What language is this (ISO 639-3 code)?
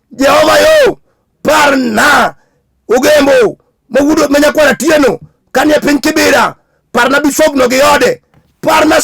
luo